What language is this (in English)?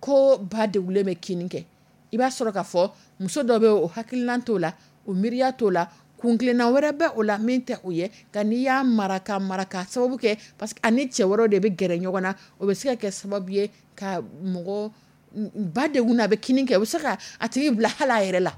Dyula